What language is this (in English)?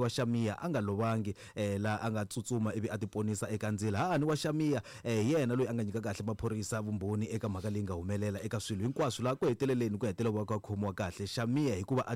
Tsonga